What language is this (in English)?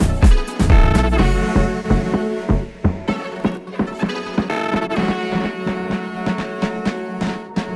Polish